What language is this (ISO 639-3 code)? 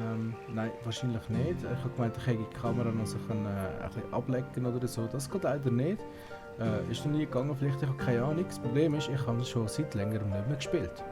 gsw